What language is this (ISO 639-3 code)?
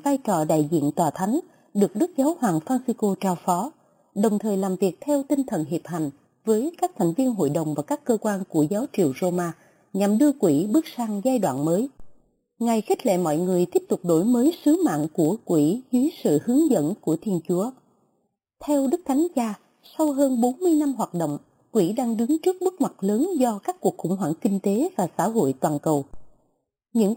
vie